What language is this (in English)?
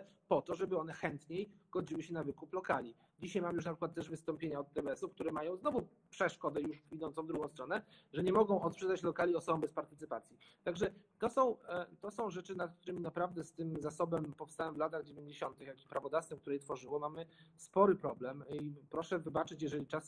Polish